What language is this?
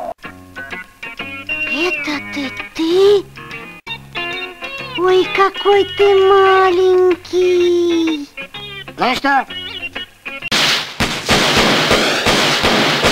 Russian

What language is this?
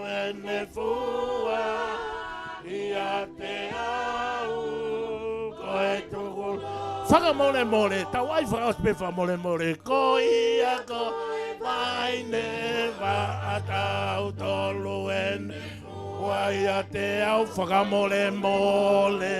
Tongan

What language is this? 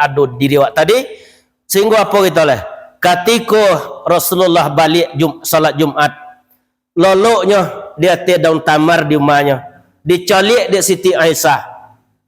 Minangkabau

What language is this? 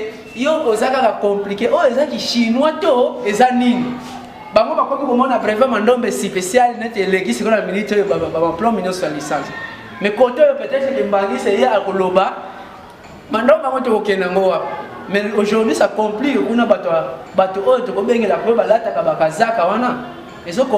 Lingala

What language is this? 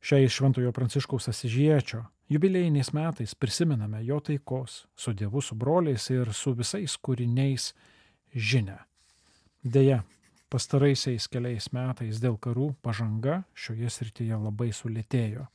Lithuanian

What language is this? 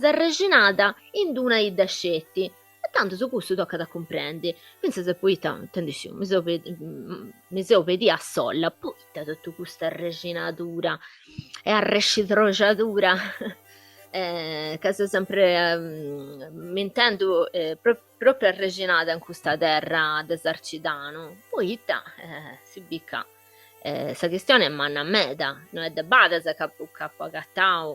Sardinian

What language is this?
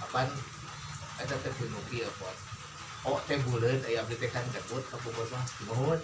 Sundanese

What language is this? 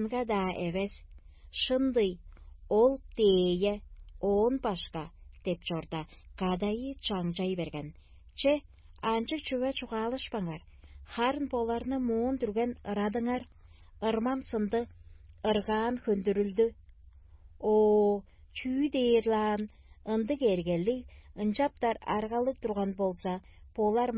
Tuvinian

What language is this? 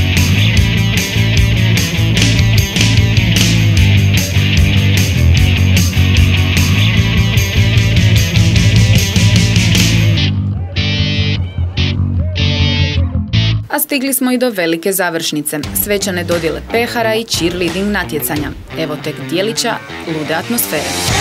Croatian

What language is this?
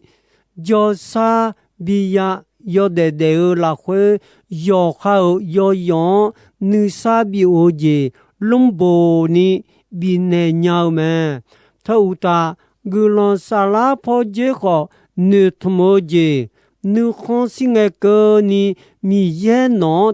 Akha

